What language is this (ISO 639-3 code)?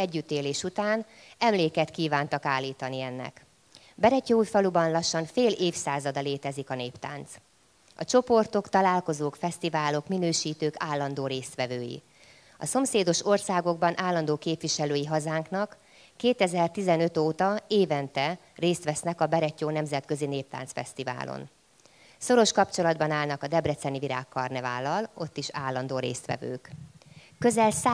hun